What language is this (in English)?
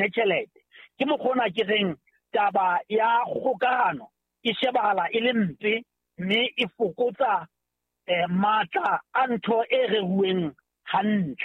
Southern Sotho